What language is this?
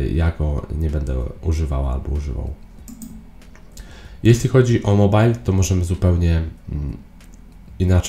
Polish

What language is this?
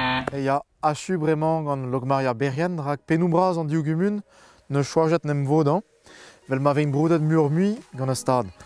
Breton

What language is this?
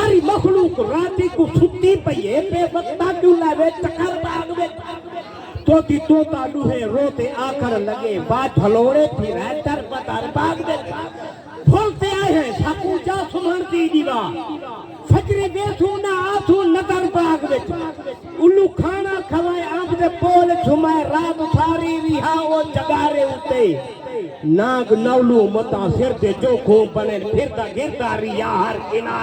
Saraiki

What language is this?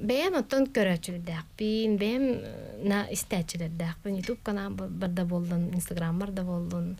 Yakut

